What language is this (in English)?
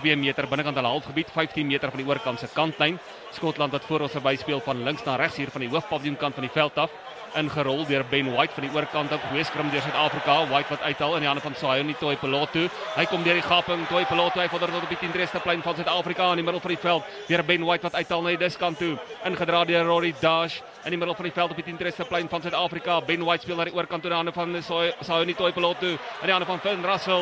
Afrikaans